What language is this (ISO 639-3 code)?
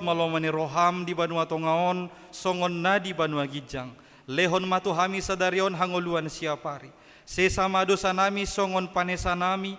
bbc